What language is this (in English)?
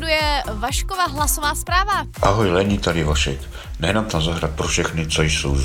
Czech